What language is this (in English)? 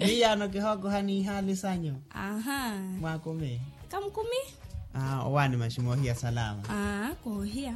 Makhuwa